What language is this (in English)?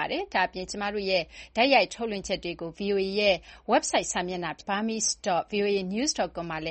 Burmese